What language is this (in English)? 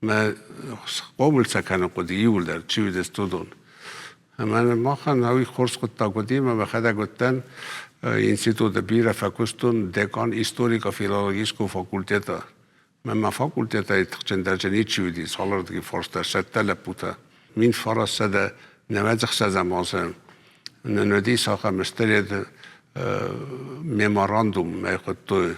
Ossetic